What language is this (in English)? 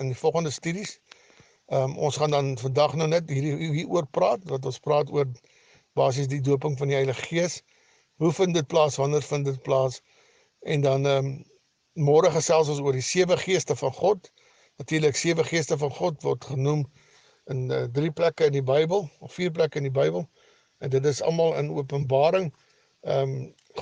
Afrikaans